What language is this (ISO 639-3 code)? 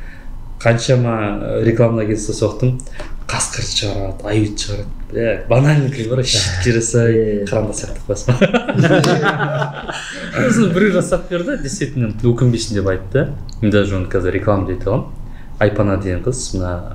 kaz